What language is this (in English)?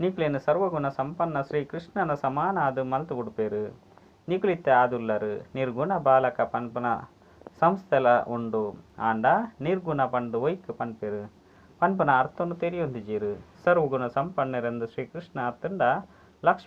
Tulu